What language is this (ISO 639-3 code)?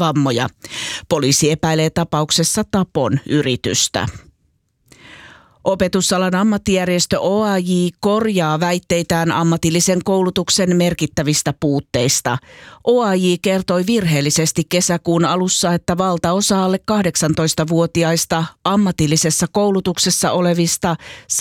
fin